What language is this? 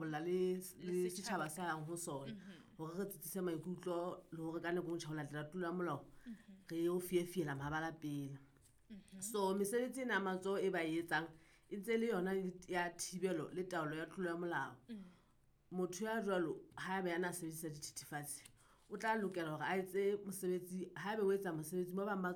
Southern Sotho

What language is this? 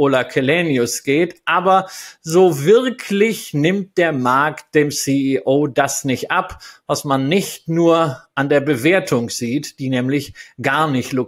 German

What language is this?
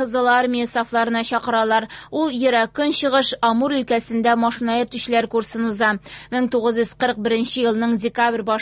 Tatar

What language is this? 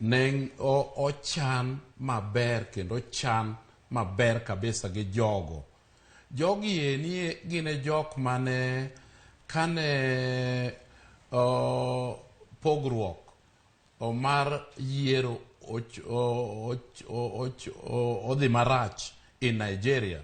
Luo (Kenya and Tanzania)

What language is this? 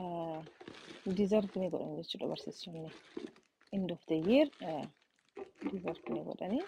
Oromo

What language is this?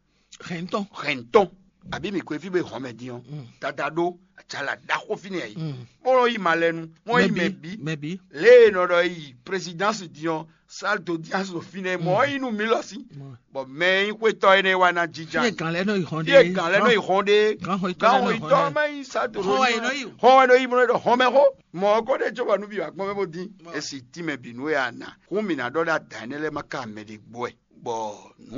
Fon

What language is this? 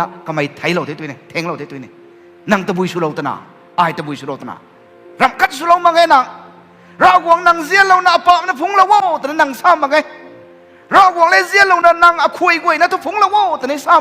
Rongmei Naga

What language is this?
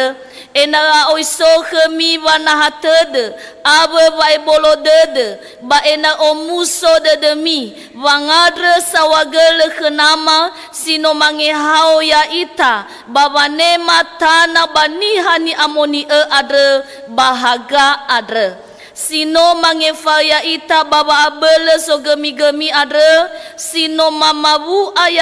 Nias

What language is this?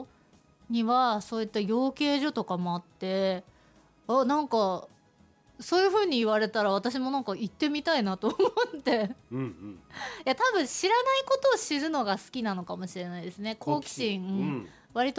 Japanese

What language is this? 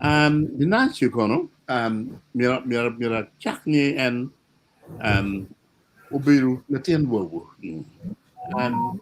Acoli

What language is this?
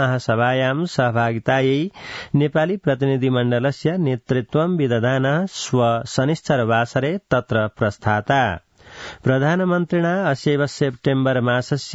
Sanskrit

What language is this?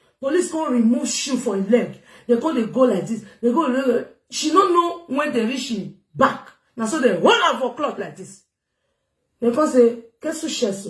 Nigerian Pidgin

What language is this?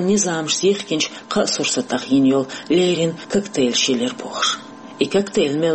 Chechen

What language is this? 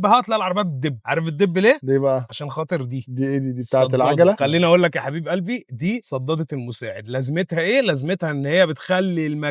Egyptian Arabic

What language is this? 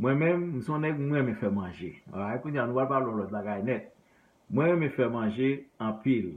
Haitian Creole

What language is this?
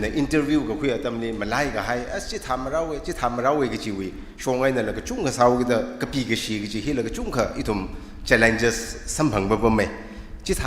Tangkhul Naga (India)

